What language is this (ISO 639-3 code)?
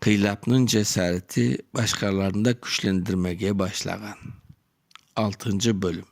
crh